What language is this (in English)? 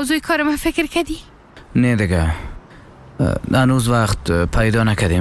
Persian